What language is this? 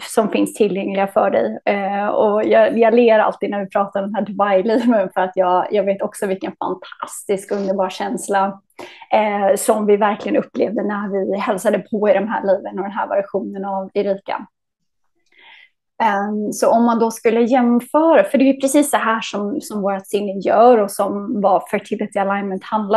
Swedish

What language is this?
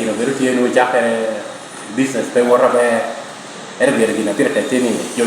Lango (Uganda)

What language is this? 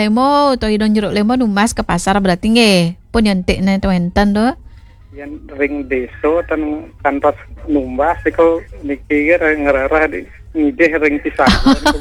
Balinese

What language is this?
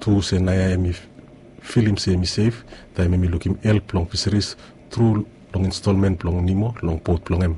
Bislama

